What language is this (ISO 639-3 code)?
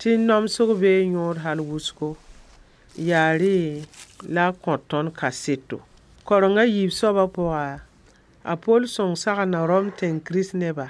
mos